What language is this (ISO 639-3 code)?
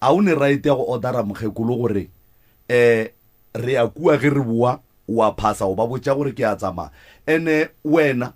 nso